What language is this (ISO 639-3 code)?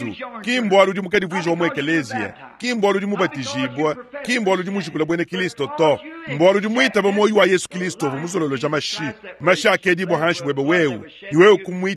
lua